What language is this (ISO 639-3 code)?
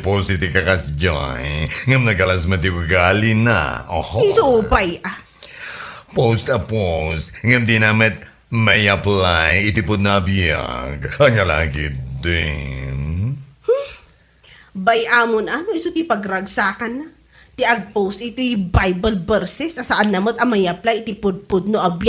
ilo